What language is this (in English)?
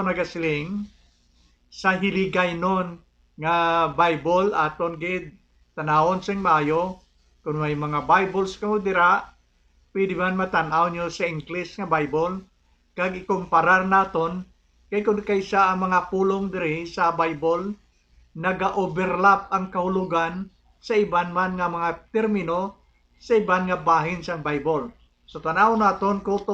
Hiligaynon